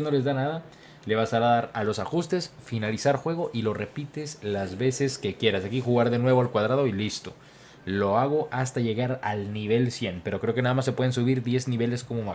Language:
Spanish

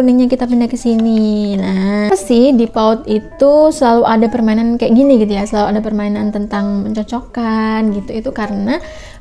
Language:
Indonesian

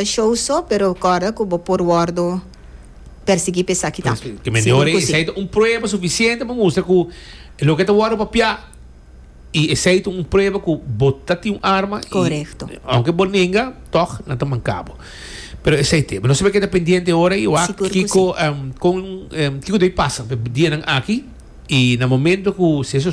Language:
Papiamento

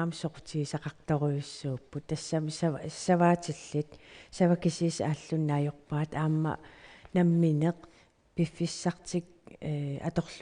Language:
Kalaallisut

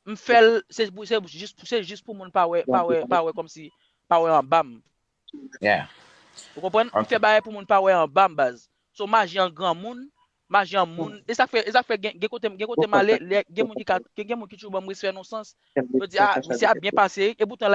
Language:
Haitian Creole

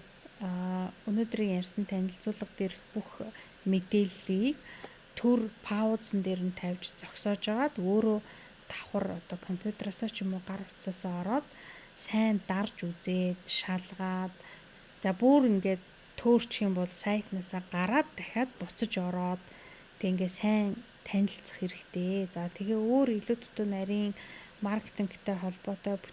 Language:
Mongolian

